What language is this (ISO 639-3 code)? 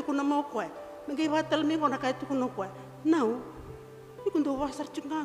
fij